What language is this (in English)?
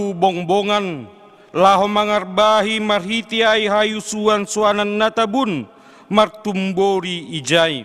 Batak Simalungun